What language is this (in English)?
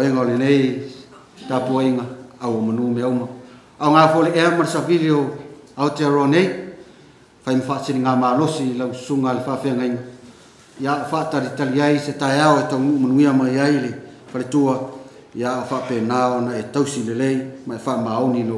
Samoan